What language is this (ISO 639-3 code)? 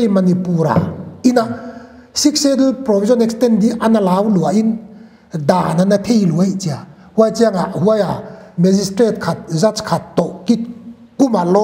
pck